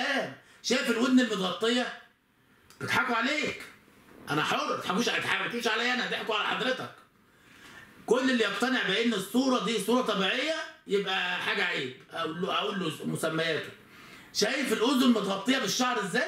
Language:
Egyptian Arabic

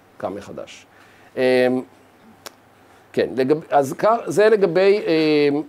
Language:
Hebrew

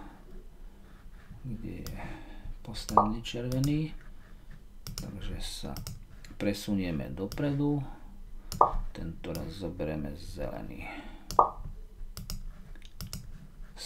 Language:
Slovak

